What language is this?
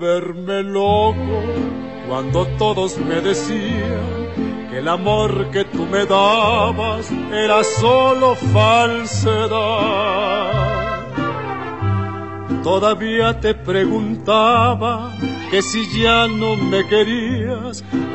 Spanish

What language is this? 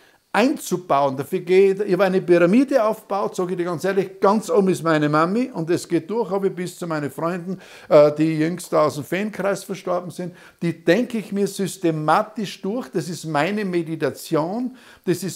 German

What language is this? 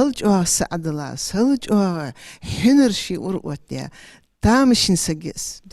Ingush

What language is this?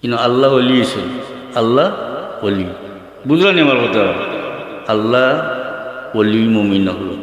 Sylheti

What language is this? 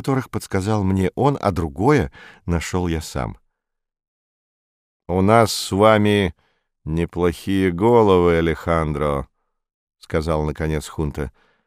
Russian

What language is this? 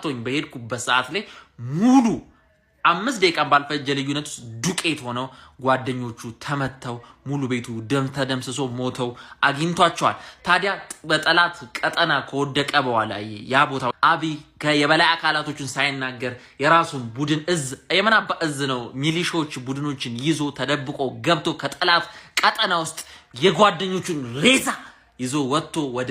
Amharic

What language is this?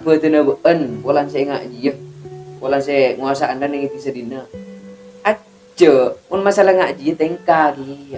Madurese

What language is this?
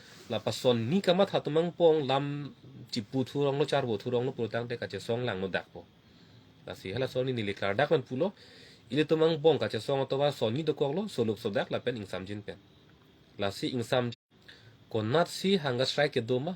Karbi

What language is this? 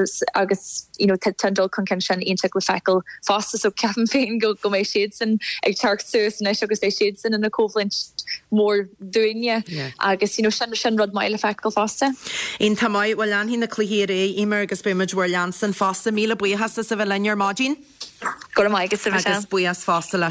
Irish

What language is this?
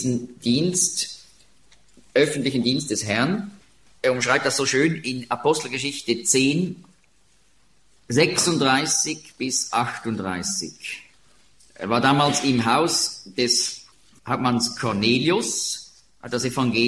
German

